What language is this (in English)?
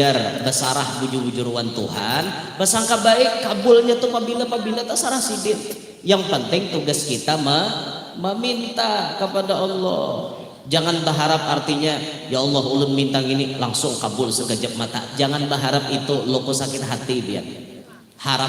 Banjar